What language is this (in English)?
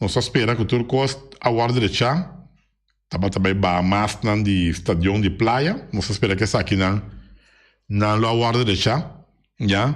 Papiamento